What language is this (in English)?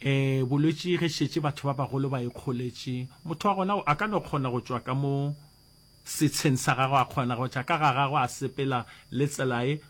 Northern Sotho